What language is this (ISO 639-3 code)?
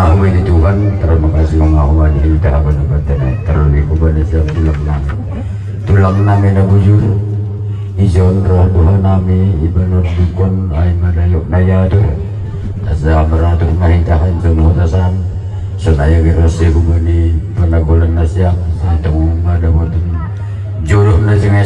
bts